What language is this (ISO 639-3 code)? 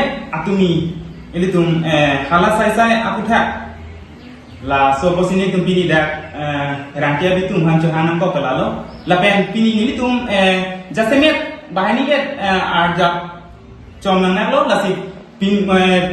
mjw